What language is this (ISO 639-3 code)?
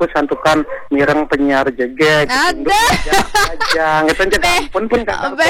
ban